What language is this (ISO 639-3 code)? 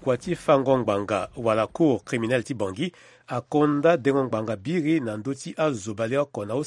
sag